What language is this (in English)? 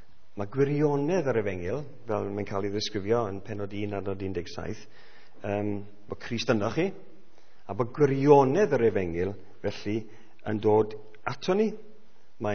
Welsh